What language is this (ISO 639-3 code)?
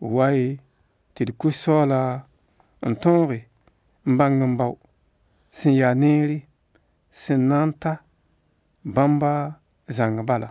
mos